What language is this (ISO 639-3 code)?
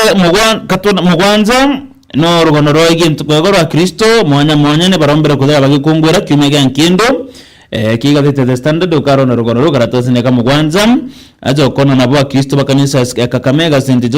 mer